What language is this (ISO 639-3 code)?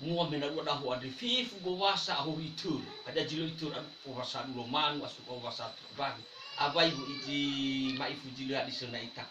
nia